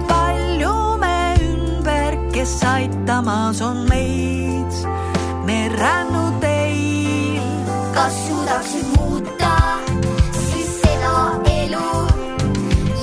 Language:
Estonian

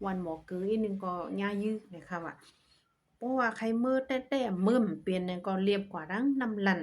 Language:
Shan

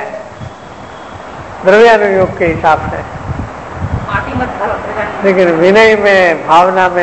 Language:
Hindi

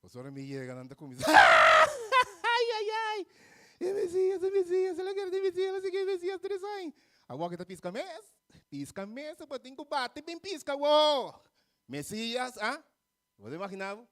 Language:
Papiamento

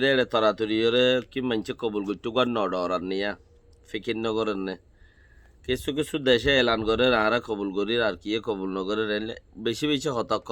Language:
Rohingya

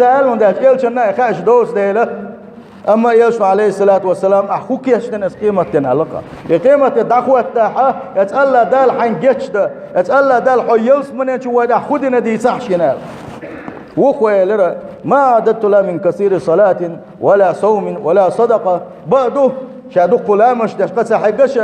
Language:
Chechen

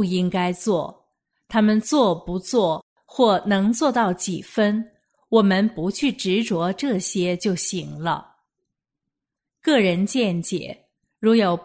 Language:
Chinese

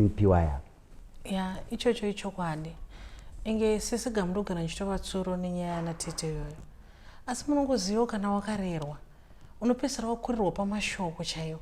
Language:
Shona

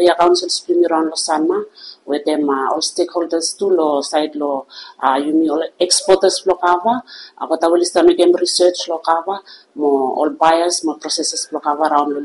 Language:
Bislama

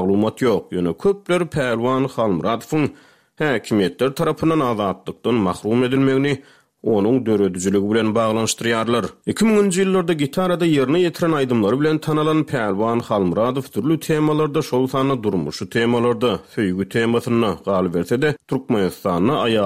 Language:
Turkmen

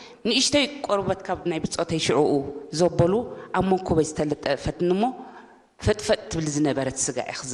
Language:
Tigrinya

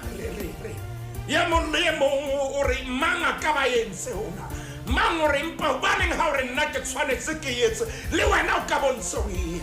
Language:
Southern Sotho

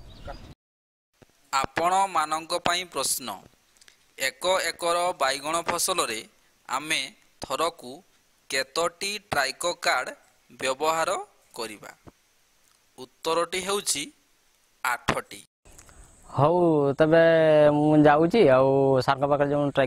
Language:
Odia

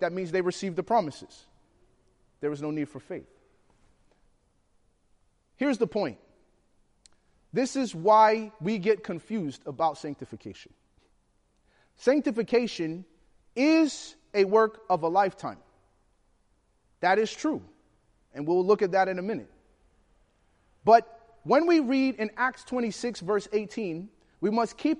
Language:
English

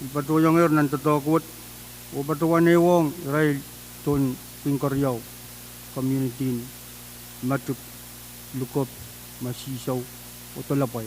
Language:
Pohnpeian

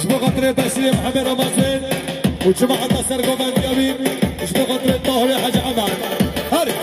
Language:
Kurdish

